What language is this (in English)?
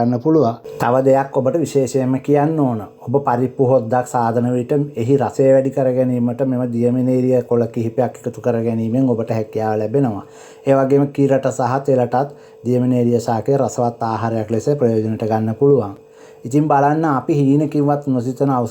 Sinhala